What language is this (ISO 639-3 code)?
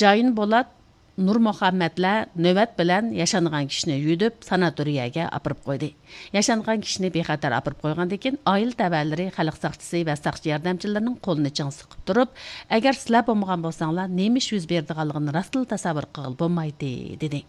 uig